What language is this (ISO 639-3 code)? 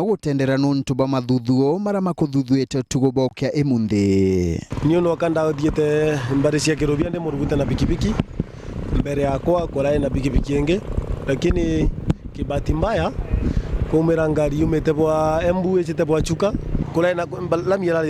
mer